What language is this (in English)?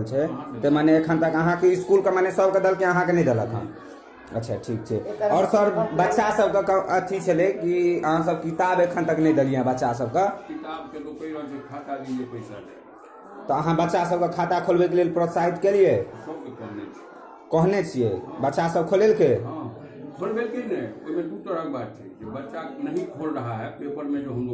Maithili